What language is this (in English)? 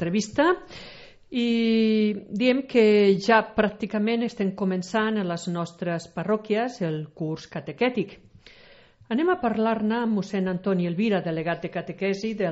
Catalan